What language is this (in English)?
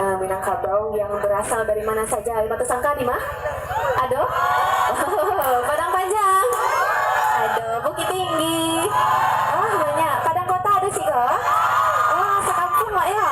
Minangkabau